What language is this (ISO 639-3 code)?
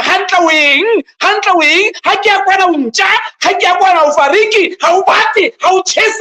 sot